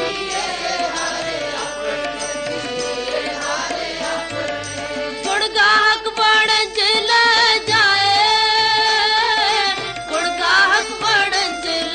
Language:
Punjabi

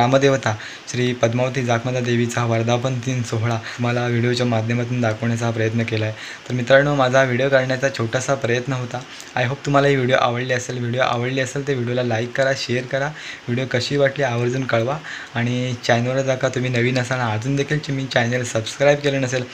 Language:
Marathi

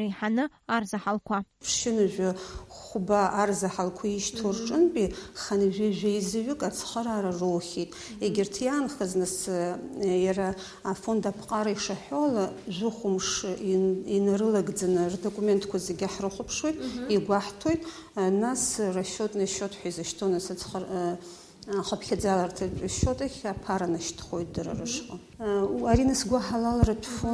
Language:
Abkhazian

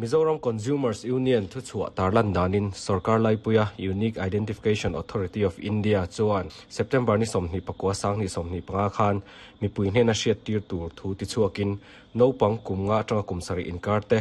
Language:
Mizo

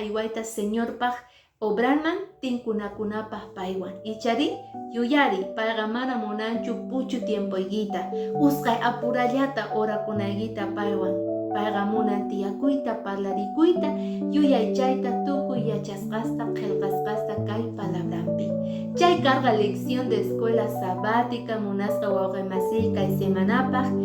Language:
Quechua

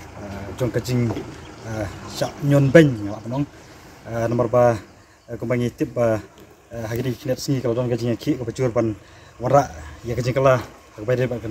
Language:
Khasi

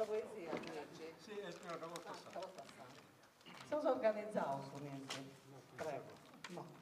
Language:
Sardinian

